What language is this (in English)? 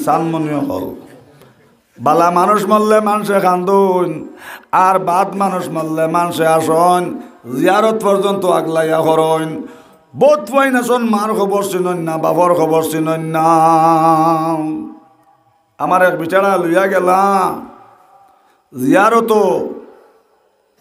Sylheti